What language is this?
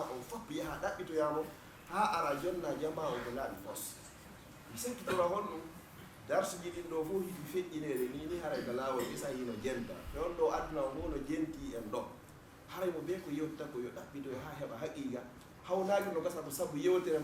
Fula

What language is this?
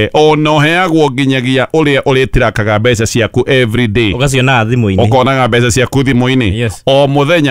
Kikuyu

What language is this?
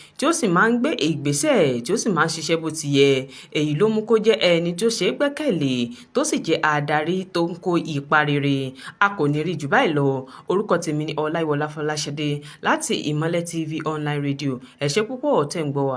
Yoruba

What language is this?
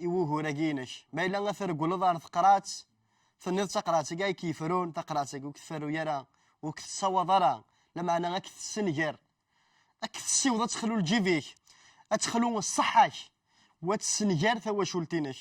Kabyle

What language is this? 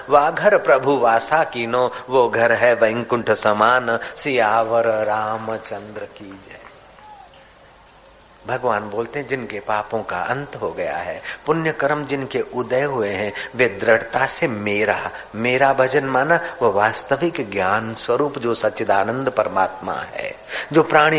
Hindi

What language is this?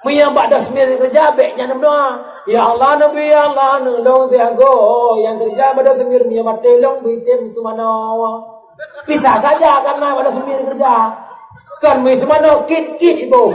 Achinese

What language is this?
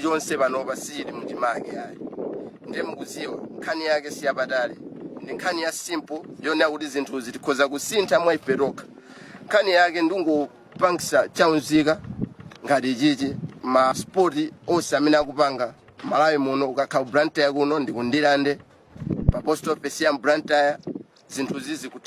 Nyanja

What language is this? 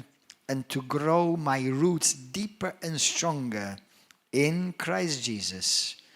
English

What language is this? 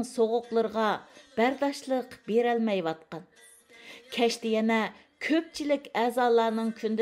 Uyghur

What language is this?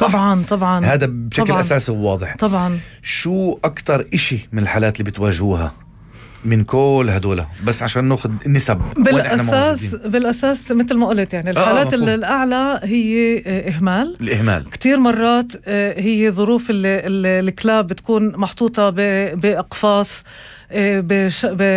North Levantine Arabic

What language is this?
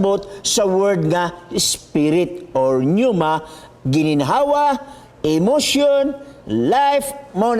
Cebuano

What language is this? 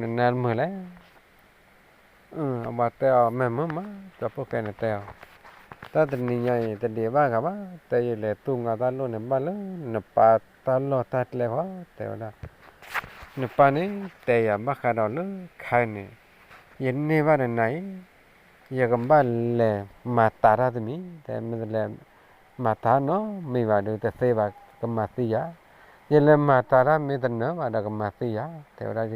S'gaw Karen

